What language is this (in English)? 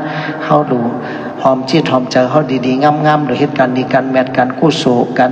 Shan